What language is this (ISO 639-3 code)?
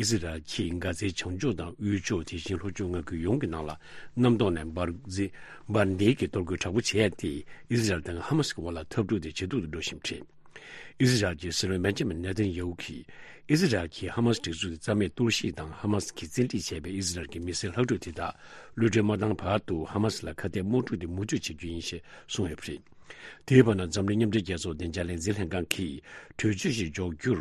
bod